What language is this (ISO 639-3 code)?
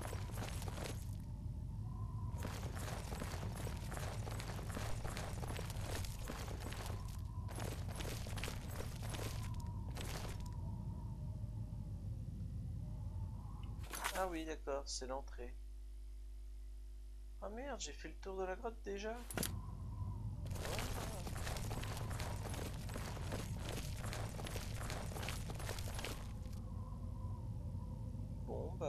fra